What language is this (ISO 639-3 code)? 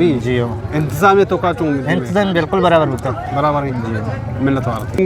bgp